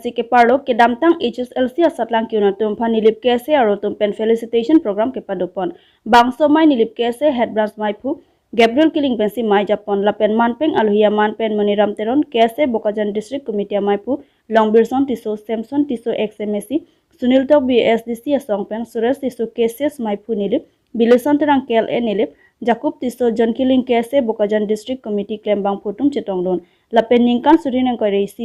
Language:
Karbi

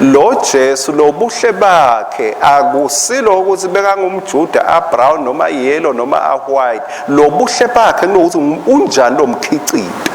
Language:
Swati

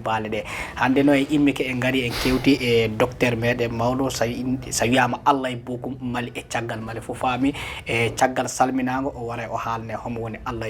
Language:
Fula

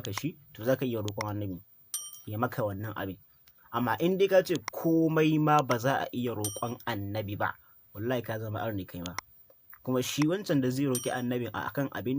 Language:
Hausa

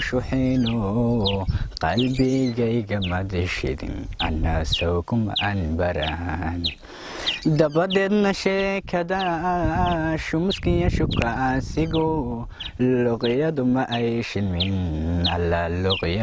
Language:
Somali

